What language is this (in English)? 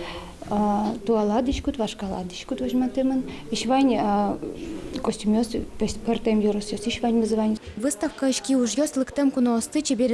Udmurt